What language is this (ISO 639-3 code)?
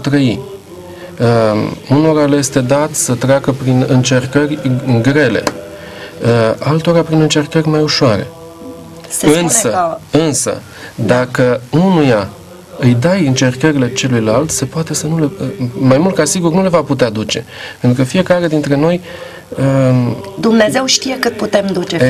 ron